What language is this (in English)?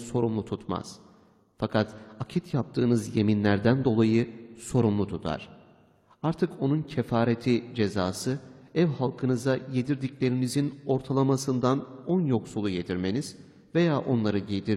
Turkish